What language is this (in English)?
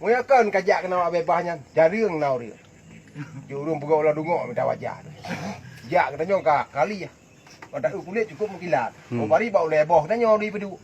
Achinese